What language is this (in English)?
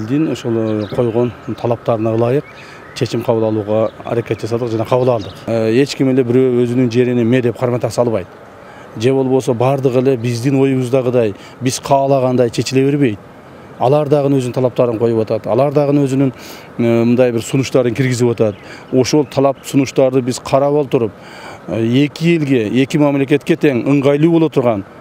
Kyrgyz